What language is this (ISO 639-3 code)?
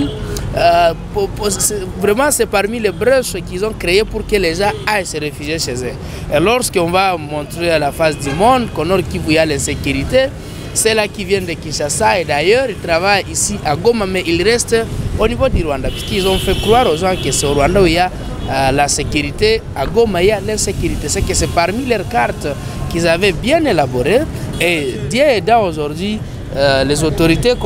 fra